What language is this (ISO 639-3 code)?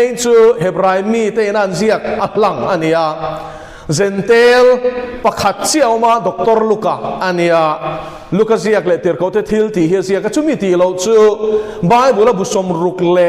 lus